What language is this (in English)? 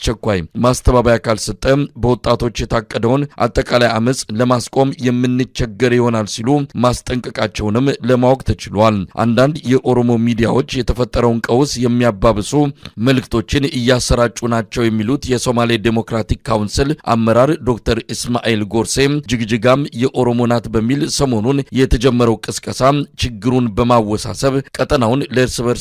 Amharic